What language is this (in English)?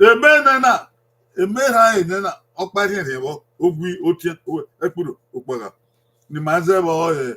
Bini